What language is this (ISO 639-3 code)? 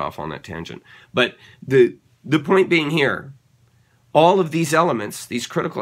eng